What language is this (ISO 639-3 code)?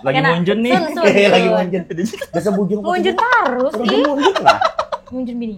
bjn